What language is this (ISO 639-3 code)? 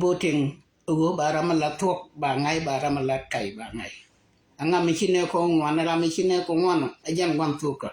nus